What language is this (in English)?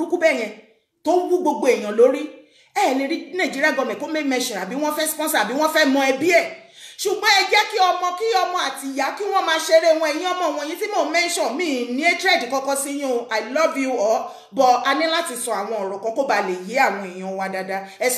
Yoruba